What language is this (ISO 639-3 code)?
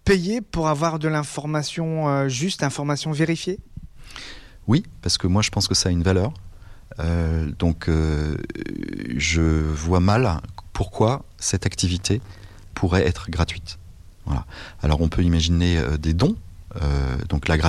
fra